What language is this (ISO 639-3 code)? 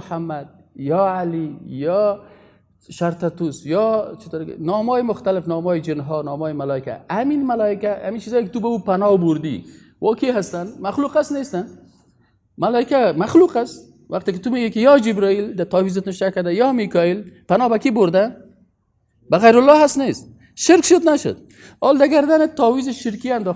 fas